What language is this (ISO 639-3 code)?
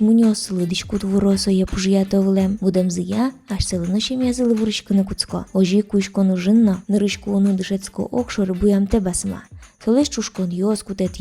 udm